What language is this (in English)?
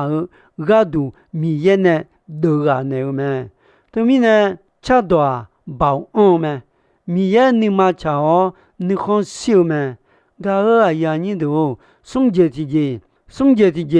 Akha